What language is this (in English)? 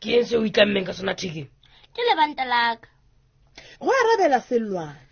Southern Sotho